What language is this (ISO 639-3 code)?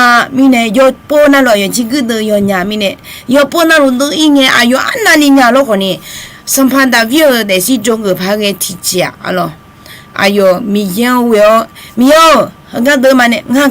ahk